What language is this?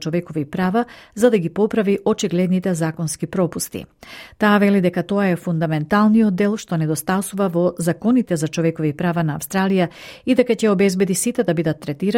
Macedonian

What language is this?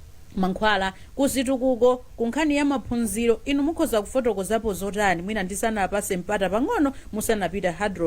Nyanja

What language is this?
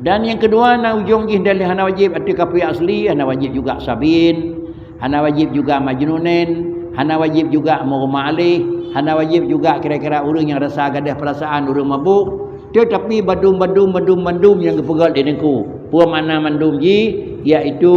Achinese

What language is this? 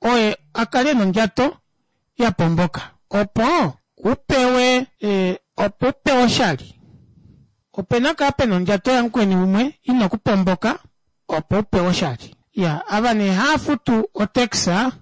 Kuanyama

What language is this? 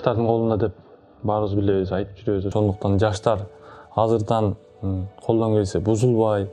Kyrgyz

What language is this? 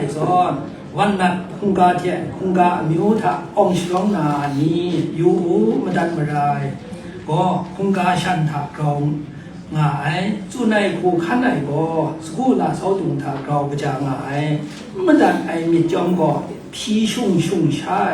Kachin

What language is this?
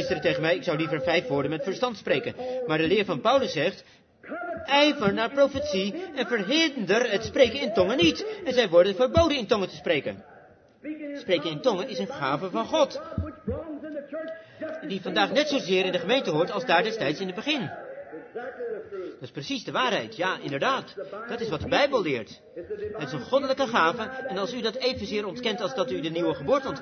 Dutch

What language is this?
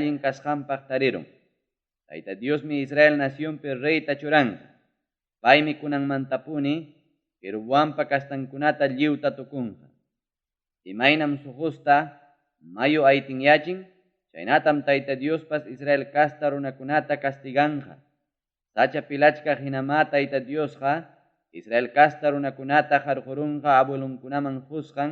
Ayacucho Quechua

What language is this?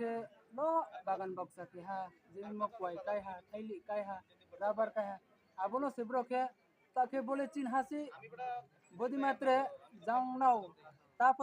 Riang (India)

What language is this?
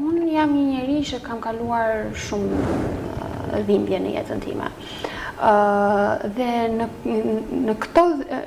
Albanian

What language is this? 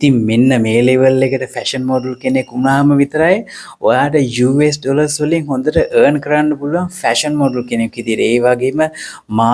Sinhala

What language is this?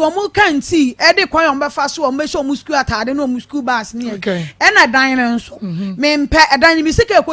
Akan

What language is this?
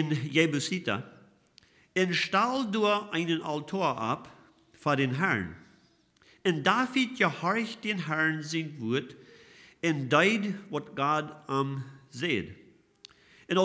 Plautdietsch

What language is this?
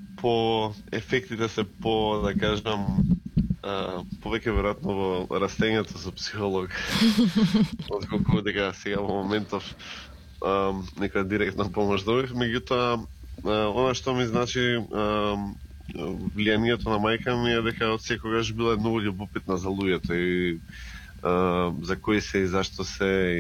Macedonian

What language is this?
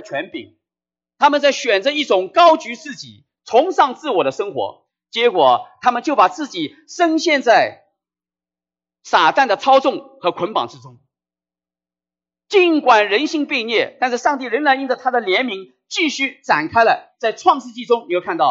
Chinese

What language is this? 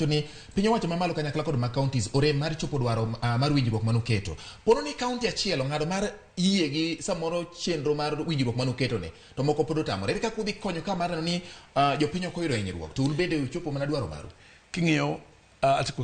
Luo (Kenya and Tanzania)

